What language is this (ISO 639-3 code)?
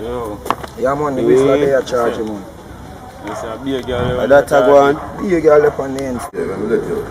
jam